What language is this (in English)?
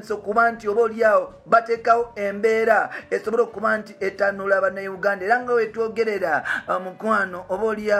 Ganda